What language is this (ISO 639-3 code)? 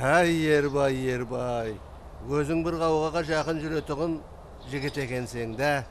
kaa